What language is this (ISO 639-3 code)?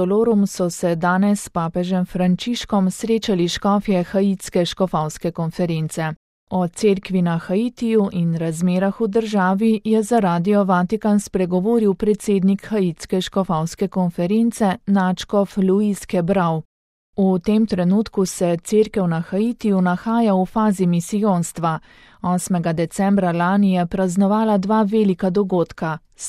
slv